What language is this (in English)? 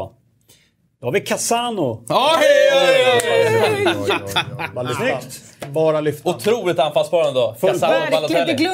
Swedish